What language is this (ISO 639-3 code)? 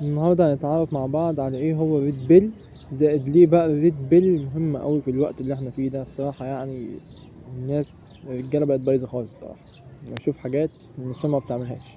arz